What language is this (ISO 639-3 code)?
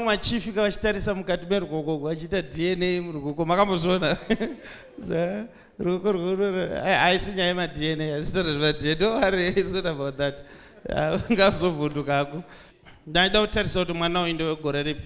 sna